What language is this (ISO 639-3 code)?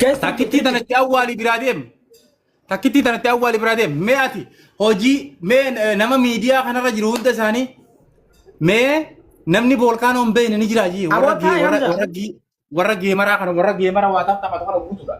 orm